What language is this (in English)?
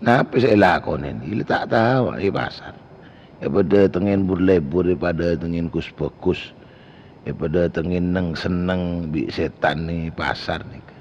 Madurese